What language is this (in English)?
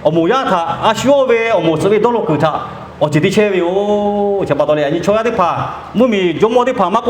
Lahu